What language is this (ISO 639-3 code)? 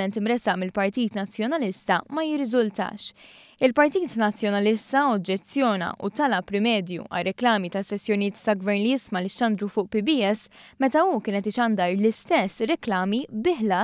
mlt